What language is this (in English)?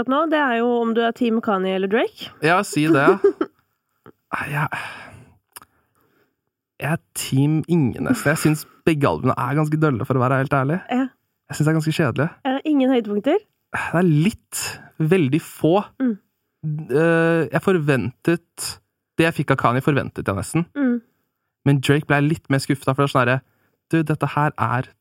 Norwegian